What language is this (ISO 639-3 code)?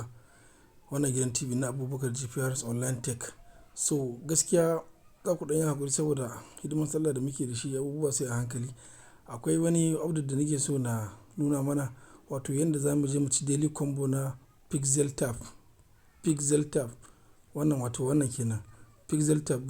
hau